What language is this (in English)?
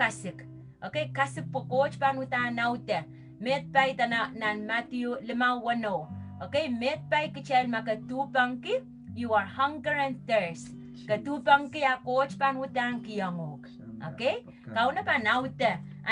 Pohnpeian